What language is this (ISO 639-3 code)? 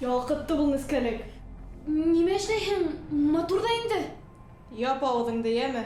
bak